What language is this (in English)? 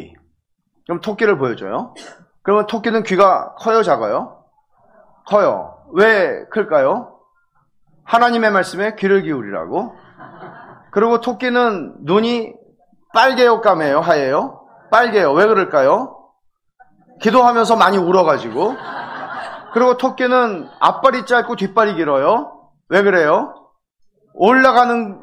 Korean